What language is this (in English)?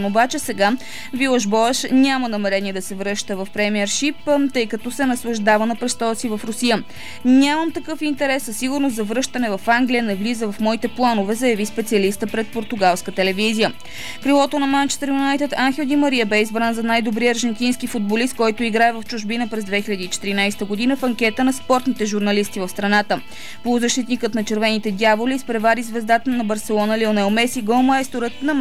Bulgarian